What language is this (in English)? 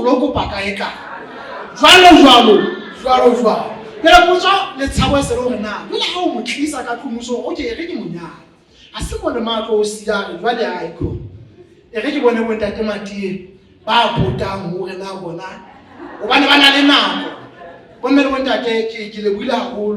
Southern Sotho